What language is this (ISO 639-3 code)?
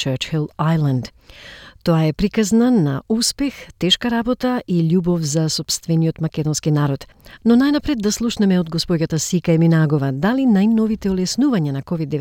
mkd